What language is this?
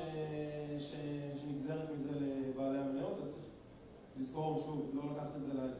Hebrew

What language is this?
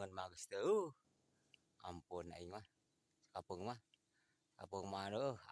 Sundanese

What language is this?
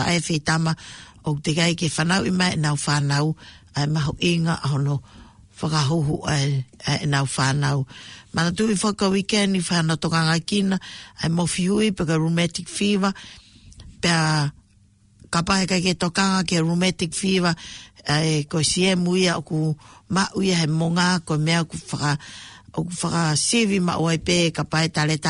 Tongan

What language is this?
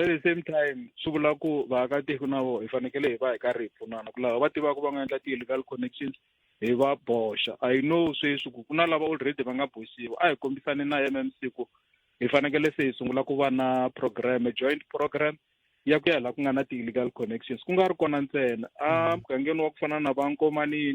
Tsonga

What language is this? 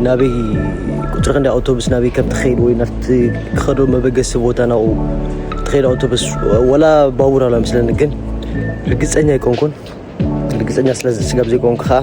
Tigrinya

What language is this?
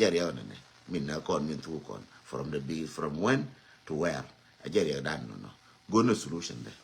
Nuer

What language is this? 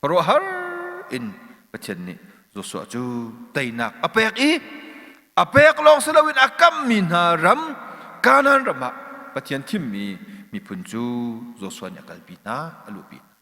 Hakha Chin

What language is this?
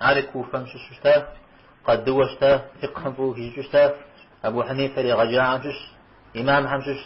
Kabardian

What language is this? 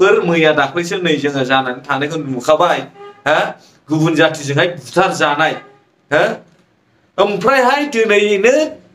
Bodo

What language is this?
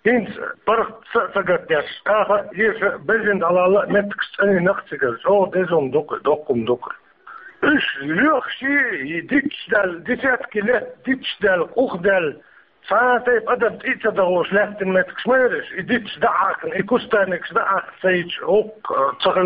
Chechen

